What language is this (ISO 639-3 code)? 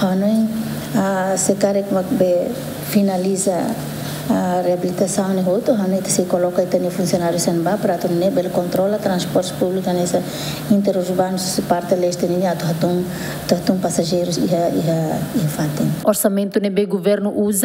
tet